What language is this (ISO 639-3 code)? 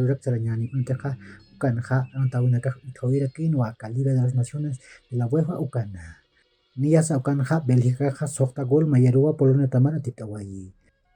aym